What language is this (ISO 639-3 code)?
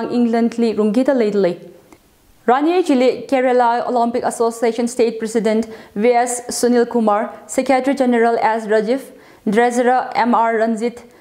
nmf